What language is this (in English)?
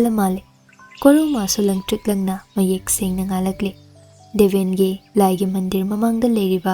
Manipuri